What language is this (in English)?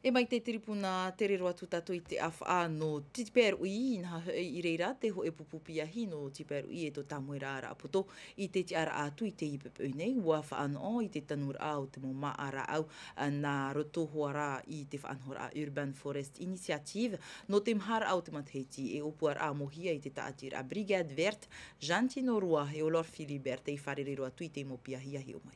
Tahitian